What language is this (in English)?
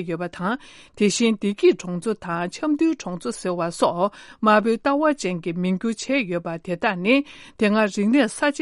Tibetan